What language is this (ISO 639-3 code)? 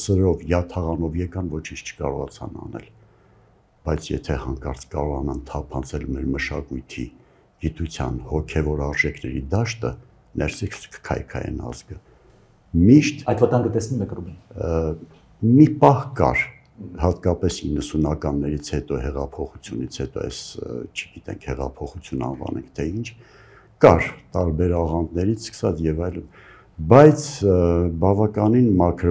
hye